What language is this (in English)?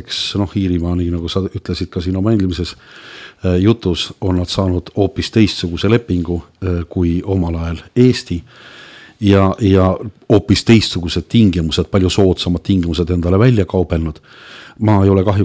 Estonian